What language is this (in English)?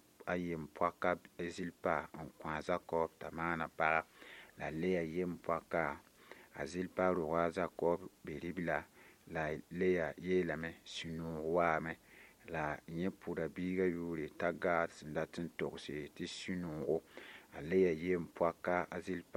Mossi